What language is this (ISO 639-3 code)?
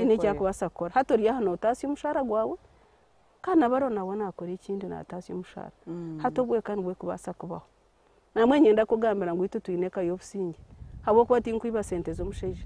nyn